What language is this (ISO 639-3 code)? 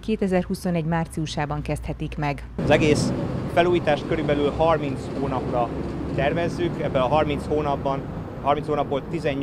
hun